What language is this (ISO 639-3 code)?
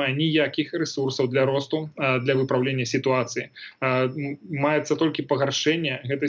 bel